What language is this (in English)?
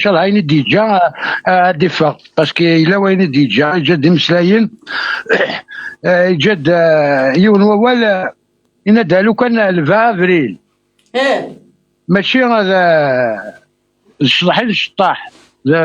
Kabyle